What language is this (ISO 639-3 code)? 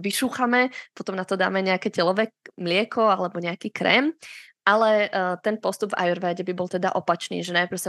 slk